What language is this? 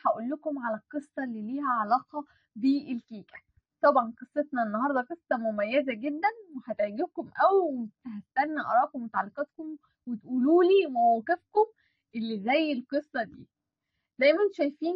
Egyptian Arabic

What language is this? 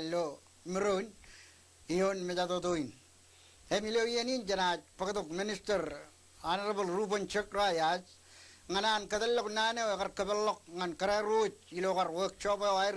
Marshallese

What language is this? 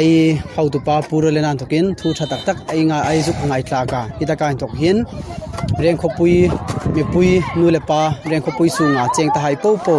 Hmar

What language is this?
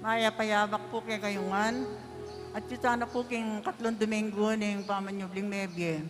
Pampanga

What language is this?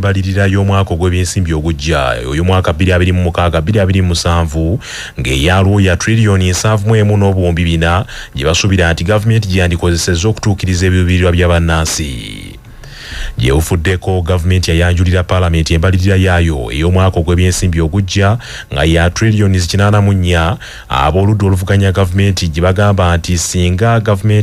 Ganda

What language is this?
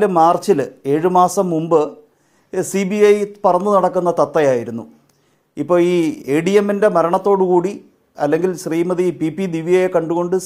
Malayalam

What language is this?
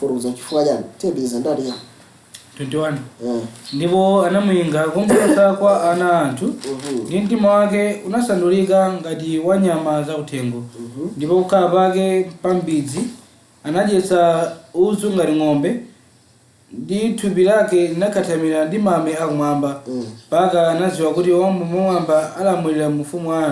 Nyanja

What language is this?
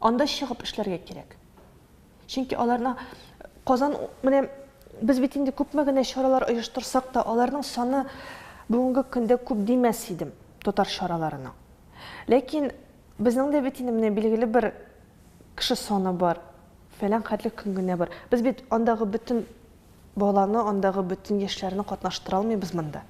Tatar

